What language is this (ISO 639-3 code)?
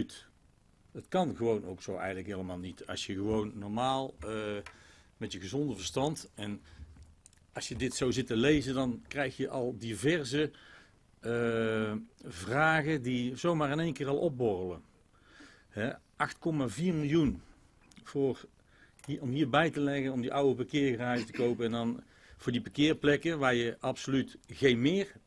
nld